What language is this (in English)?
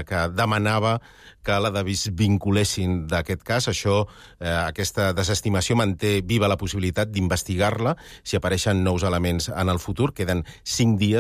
Catalan